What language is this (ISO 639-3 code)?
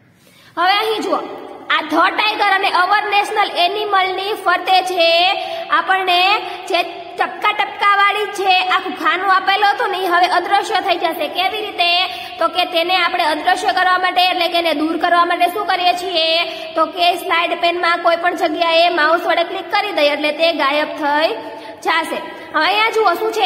guj